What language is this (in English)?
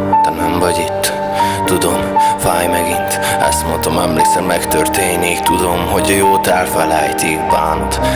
Hungarian